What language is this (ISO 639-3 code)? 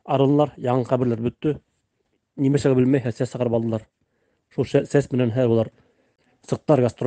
bak